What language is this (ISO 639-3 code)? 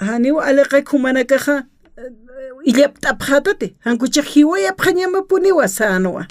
aym